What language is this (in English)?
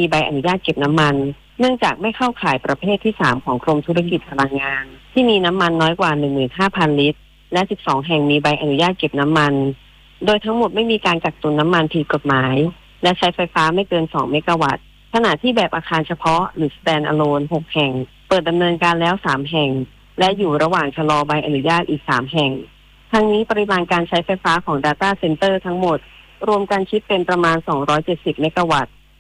Thai